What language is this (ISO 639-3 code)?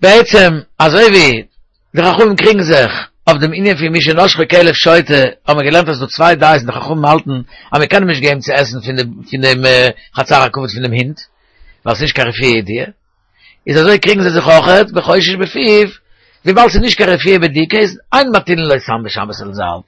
yid